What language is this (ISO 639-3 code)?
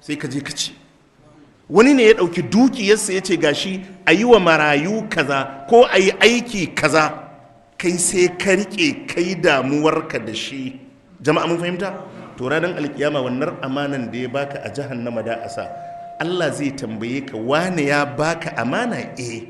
hau